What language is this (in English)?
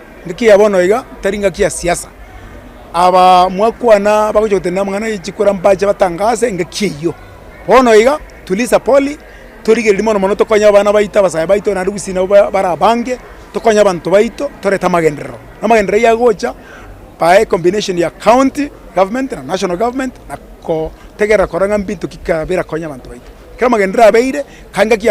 Gusii